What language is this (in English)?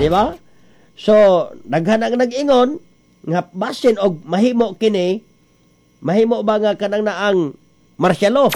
Cebuano